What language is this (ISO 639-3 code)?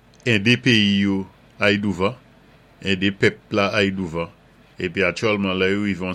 acf